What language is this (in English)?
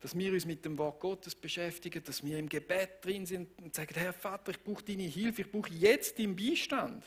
Swiss German